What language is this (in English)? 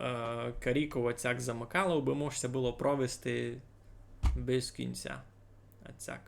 Rusyn